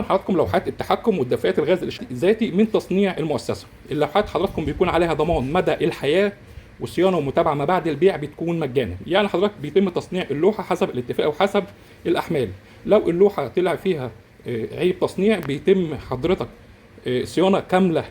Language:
Egyptian Arabic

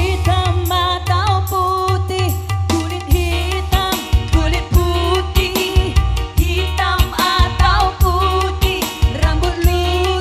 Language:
Batak Karo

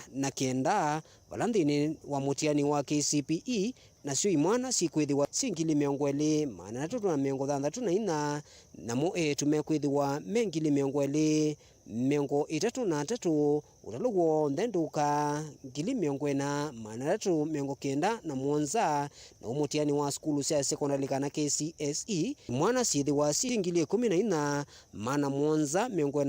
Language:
Kamba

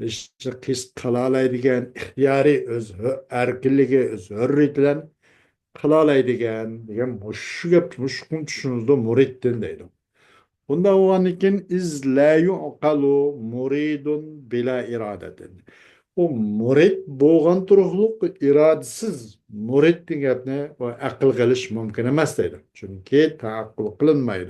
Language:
Uyghur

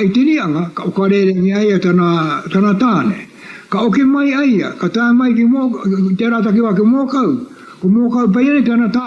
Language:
Māori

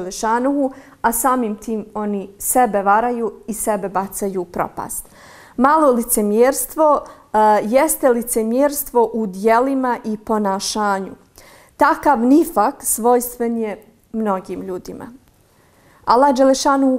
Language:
Bosnian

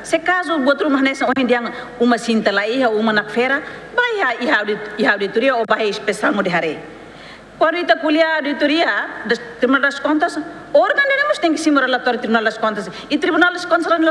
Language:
Tetum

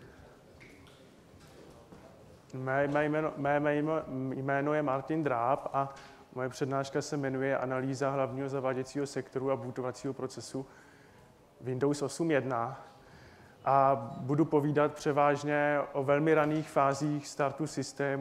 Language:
Czech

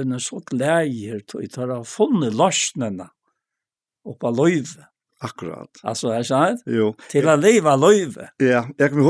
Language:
Faroese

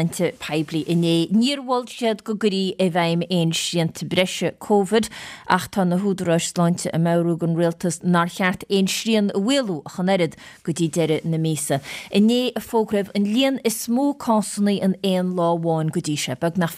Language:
Irish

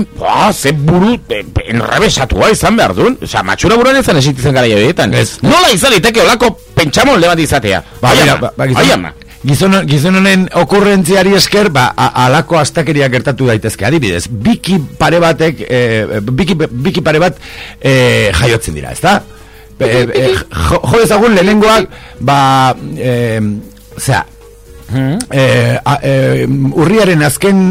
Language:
Basque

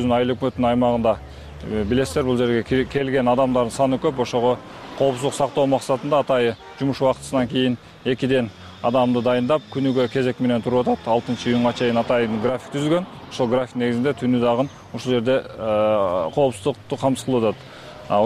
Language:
Kyrgyz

